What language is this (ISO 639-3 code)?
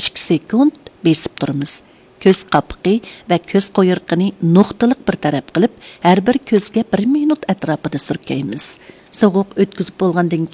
uig